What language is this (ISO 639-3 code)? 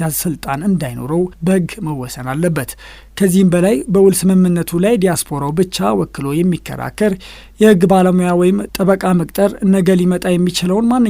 amh